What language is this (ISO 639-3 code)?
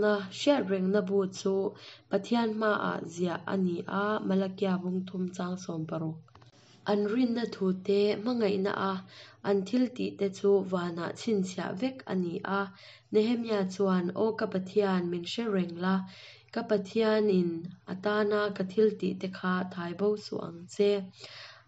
cnh